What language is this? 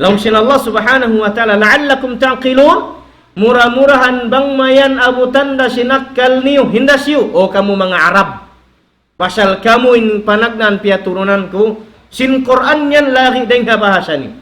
Tausug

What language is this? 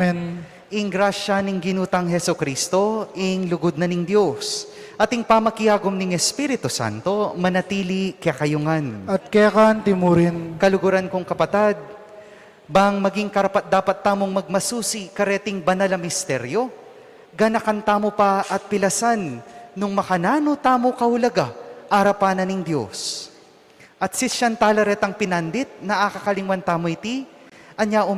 Pampanga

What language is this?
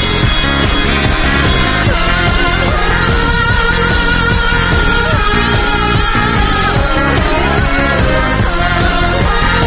Croatian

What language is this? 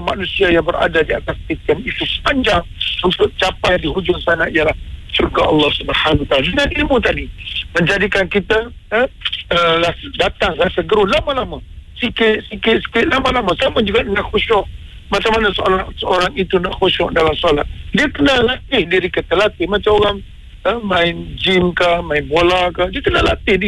Malay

